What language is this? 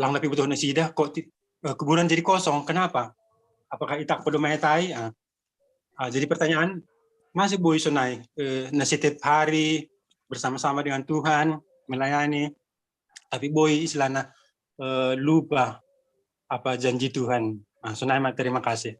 Batak Simalungun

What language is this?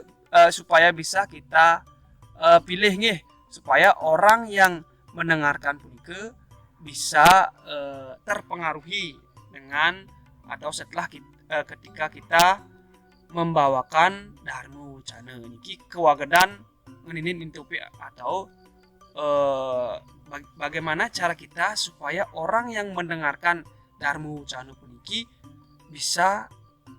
Balinese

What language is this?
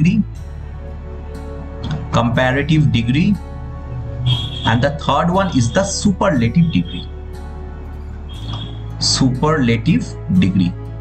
Bangla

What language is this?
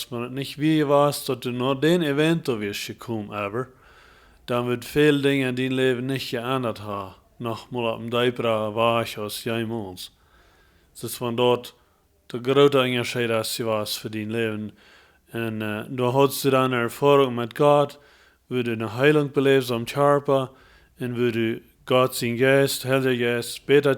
Plautdietsch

